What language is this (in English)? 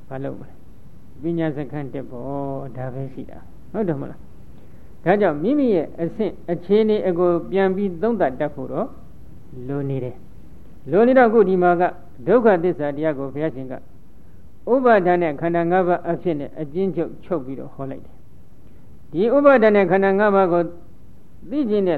Burmese